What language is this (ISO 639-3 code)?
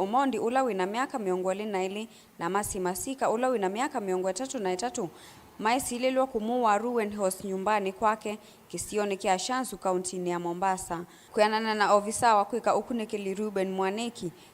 kam